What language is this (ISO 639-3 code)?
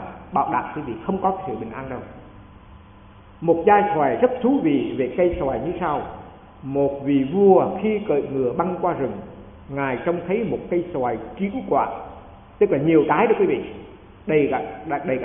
vie